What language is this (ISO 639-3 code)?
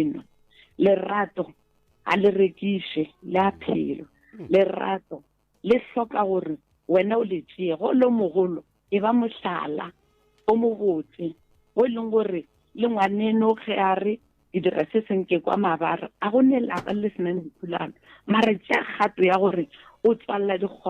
nso